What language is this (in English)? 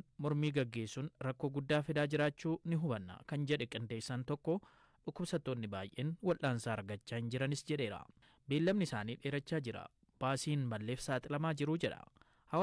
Oromo